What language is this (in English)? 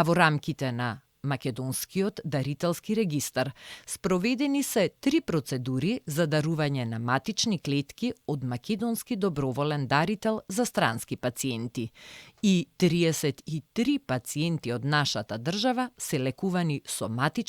Macedonian